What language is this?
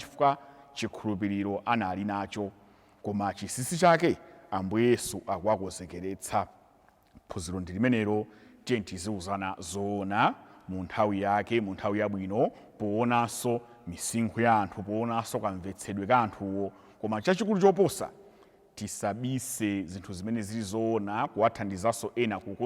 Nyanja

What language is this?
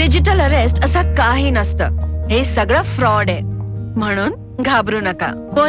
Marathi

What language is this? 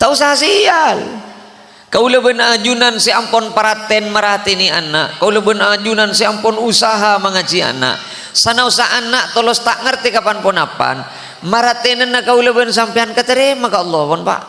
Madurese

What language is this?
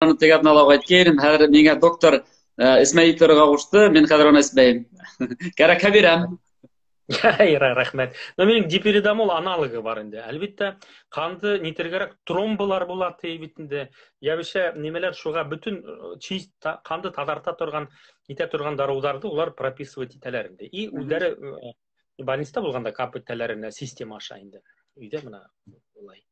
Bashkir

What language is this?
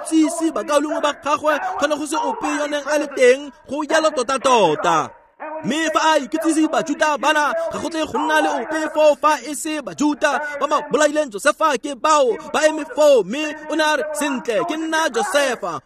Tswana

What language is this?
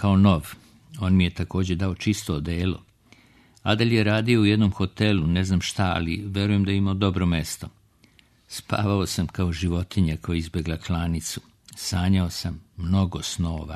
Serbian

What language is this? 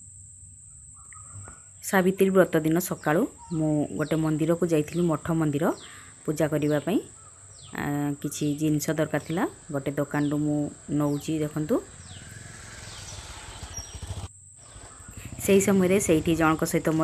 Odia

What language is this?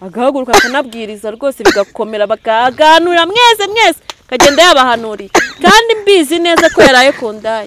Kinyarwanda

